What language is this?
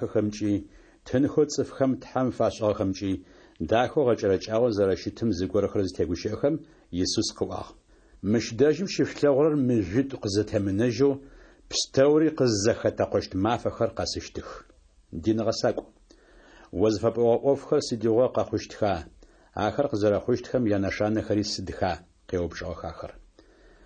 Adyghe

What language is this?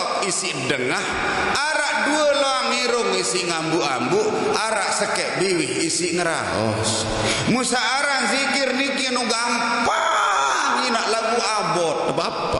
Sasak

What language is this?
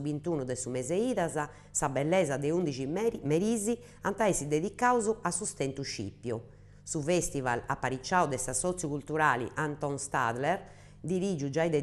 Sardinian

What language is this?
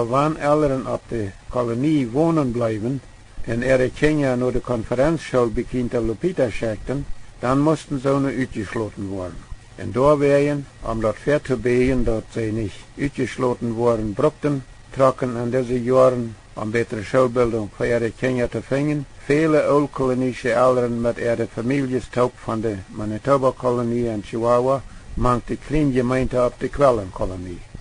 Plautdietsch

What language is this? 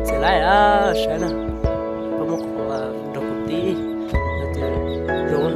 Hmong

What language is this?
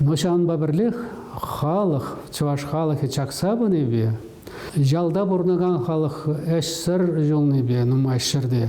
Chuvash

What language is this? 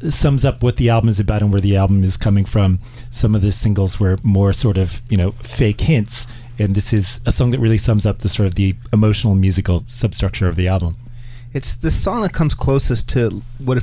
English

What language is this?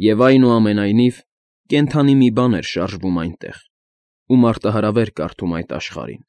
Armenian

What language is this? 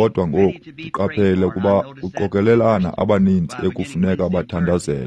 Xhosa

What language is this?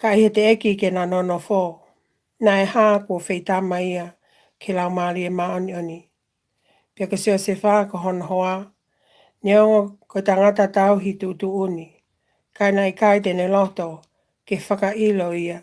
Tongan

